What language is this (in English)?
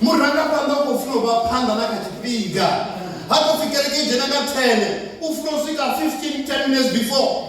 Venda